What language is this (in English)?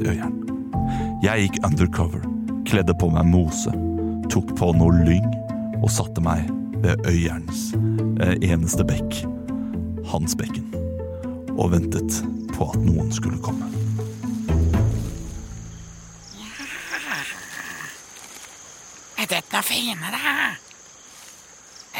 Norwegian